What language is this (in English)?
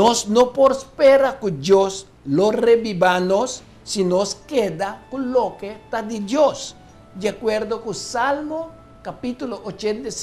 Papiamento